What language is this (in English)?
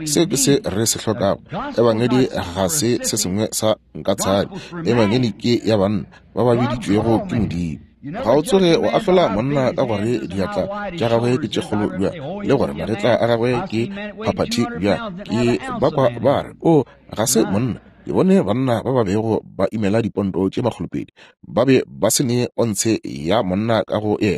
Northern Sotho